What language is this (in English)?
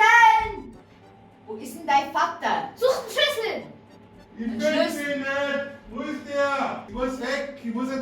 Bavarian